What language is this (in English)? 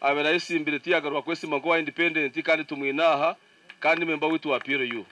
Nyankole